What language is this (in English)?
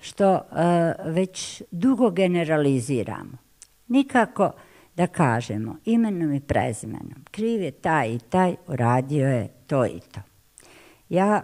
Bosnian